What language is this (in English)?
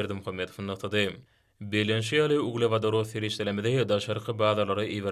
Turkmen